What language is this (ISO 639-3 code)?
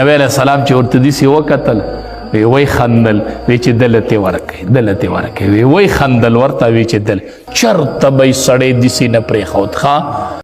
pus